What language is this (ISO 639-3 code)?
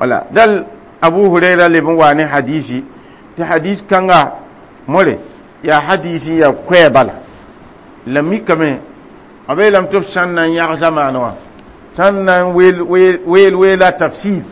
mos